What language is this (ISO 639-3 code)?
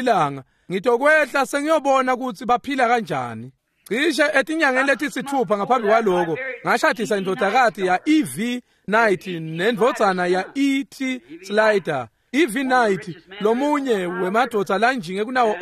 ssw